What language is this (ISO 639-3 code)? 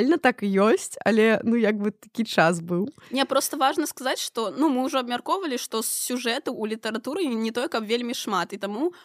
bel